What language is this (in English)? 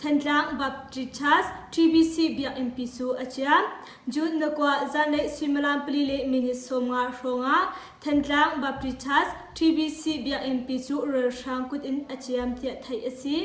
Hakha Chin